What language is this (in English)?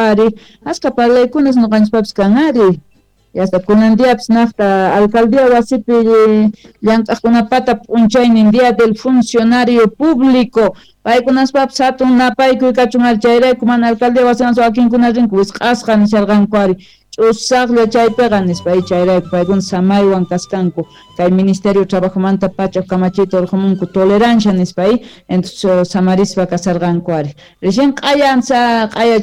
South Bolivian Quechua